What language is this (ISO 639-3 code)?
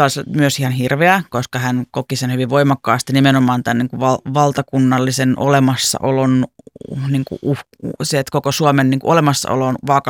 fin